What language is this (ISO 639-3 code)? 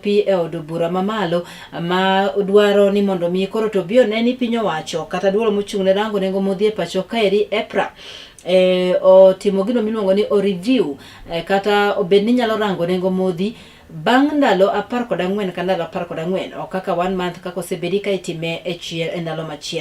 luo